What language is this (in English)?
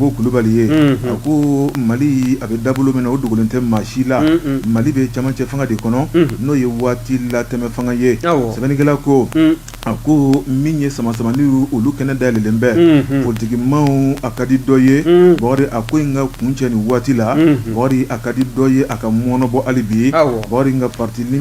Bambara